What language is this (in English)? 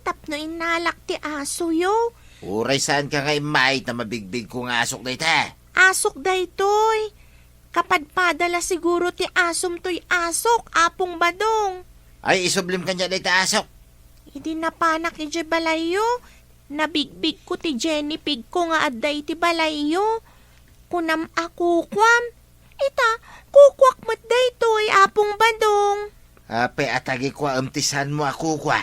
Iloko